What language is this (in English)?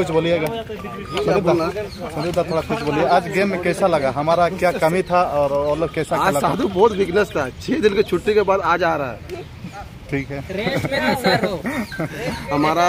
Santali